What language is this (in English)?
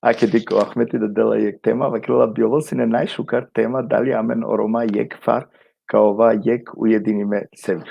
Balkan Romani